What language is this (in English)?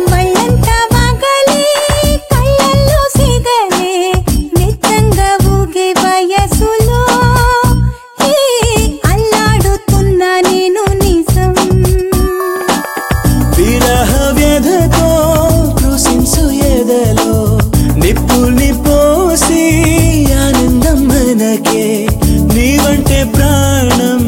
Telugu